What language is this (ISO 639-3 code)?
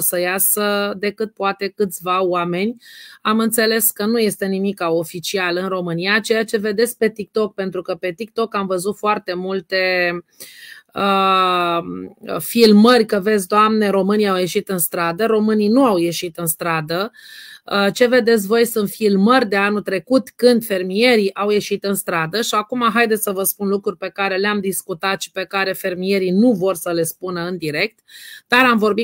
ron